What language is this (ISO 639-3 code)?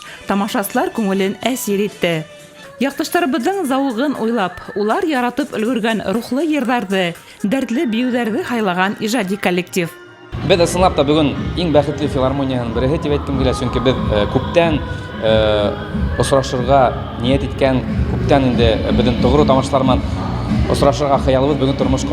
bak